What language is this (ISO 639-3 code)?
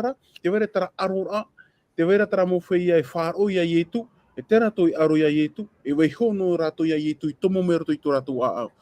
tah